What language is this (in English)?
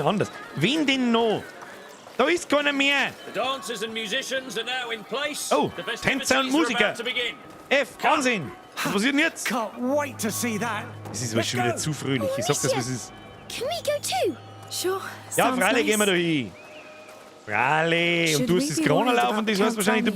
Bavarian